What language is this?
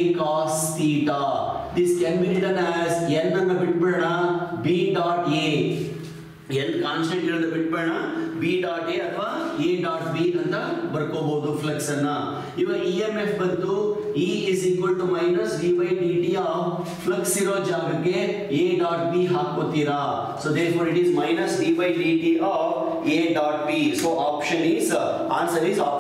Kannada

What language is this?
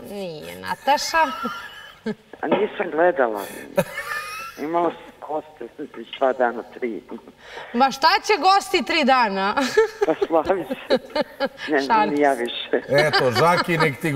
Serbian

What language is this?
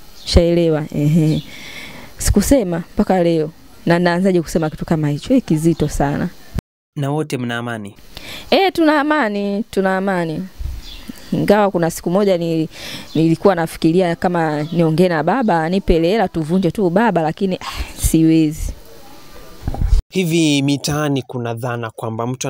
Swahili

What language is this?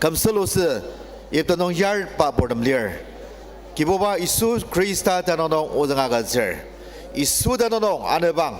Ao Naga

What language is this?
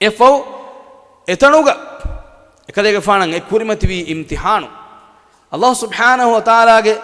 Divehi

